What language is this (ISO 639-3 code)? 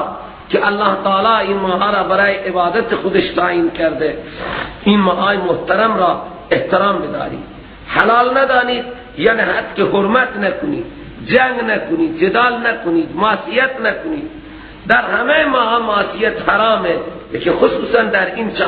fas